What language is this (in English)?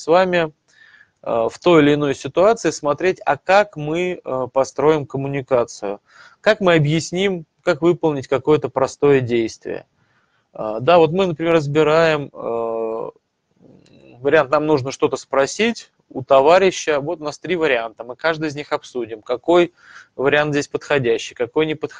Russian